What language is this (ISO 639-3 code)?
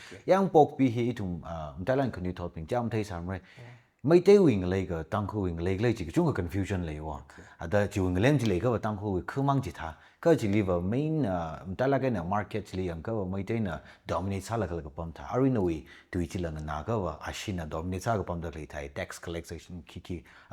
nmf